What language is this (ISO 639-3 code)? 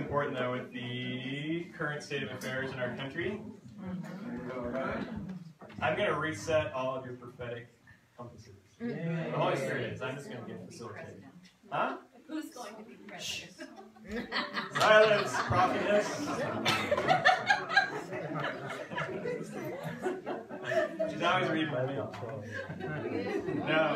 eng